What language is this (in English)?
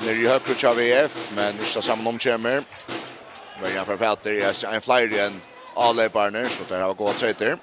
Faroese